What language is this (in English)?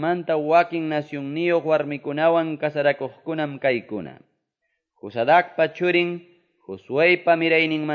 Quechua